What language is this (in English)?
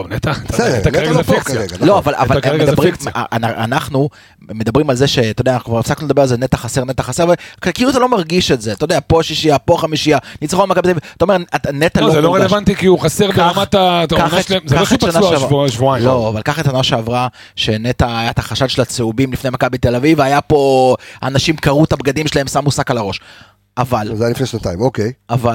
Hebrew